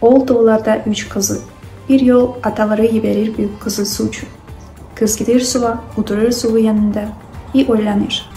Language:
Crimean Tatar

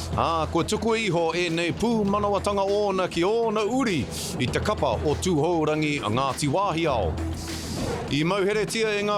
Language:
Māori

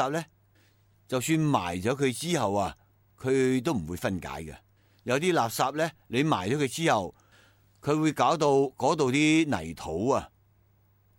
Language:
Cantonese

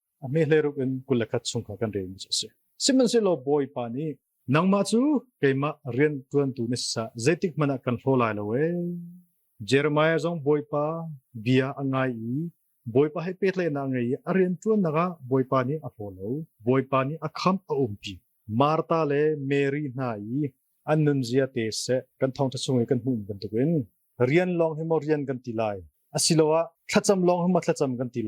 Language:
Hakha Chin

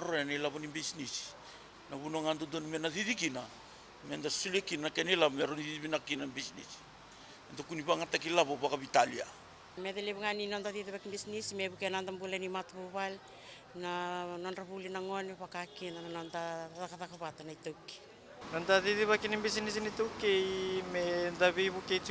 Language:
Fijian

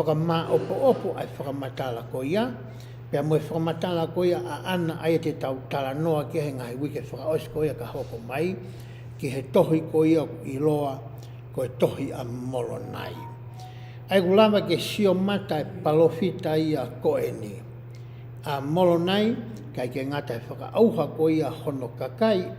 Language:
Tongan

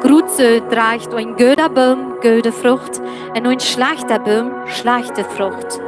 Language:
Plautdietsch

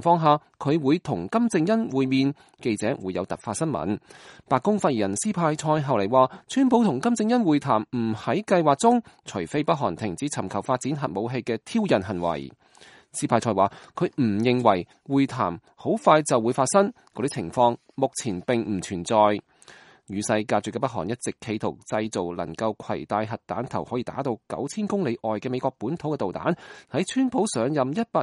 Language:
Cantonese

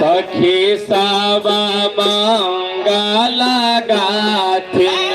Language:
Magahi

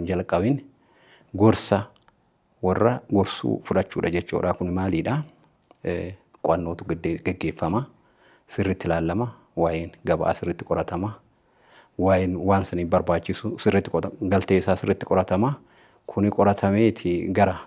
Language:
Oromo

